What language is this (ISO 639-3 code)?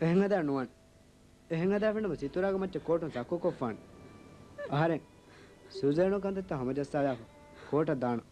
div